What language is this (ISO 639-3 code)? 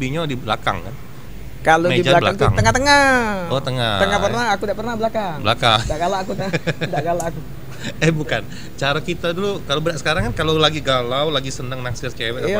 mui